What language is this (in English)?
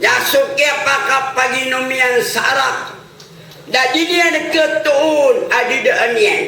Maranao